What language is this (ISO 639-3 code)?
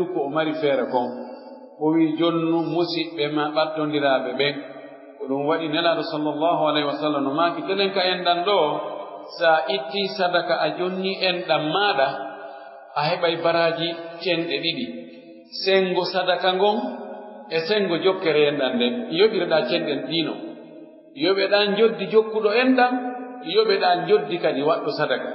fuf